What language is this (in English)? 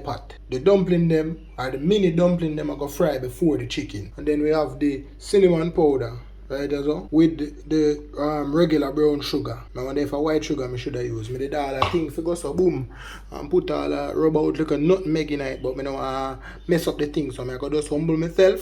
Jamaican Creole English